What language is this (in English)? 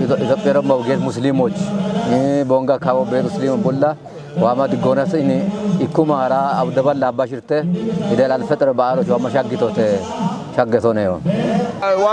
Kafa